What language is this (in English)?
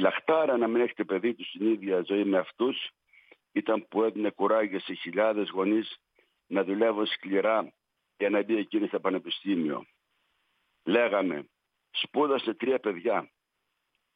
Greek